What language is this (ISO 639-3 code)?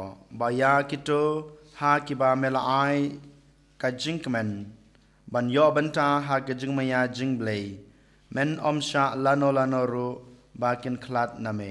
kha